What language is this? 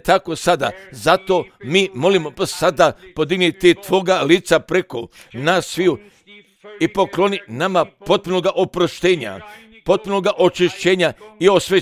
Croatian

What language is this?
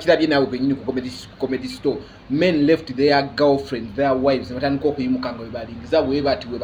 Ganda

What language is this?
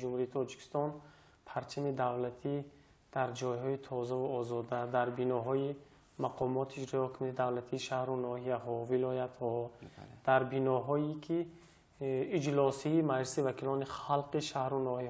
Tajik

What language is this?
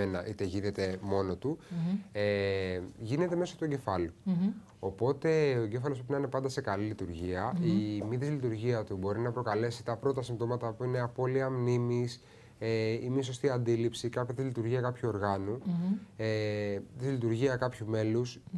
Greek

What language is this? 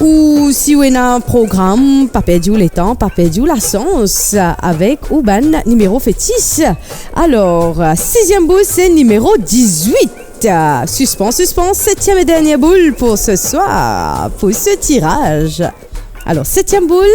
Morisyen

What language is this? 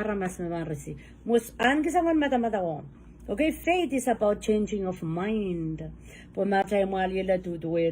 Pohnpeian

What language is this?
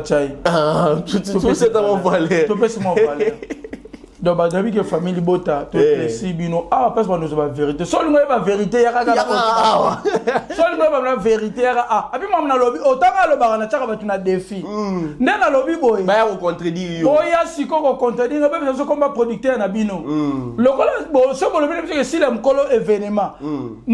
Lingala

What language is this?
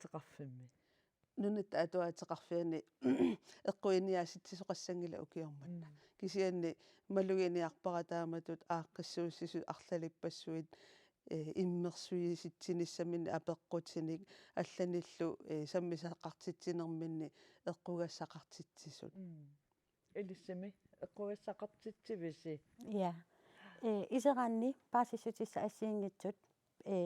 Kalaallisut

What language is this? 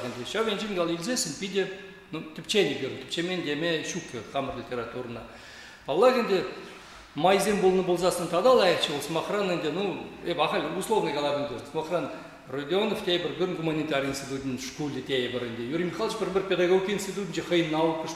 Chuvash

